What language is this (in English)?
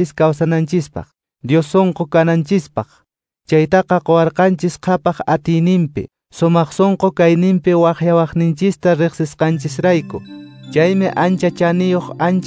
Quechua